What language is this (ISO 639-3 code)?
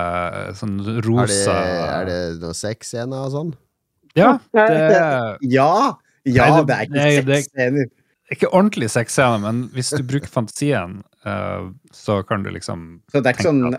nor